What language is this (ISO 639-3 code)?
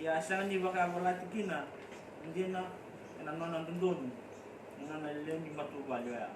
fij